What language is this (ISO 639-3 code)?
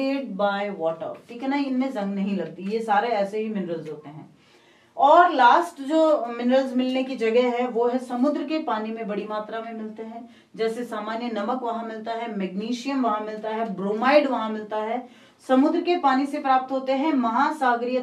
hin